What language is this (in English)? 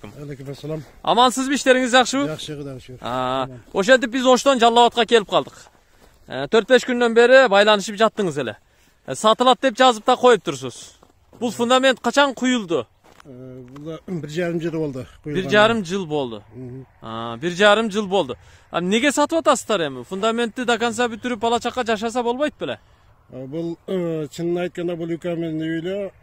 Kyrgyz